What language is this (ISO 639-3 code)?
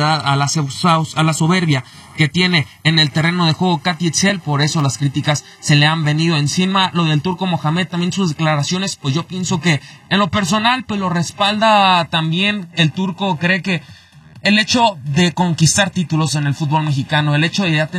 spa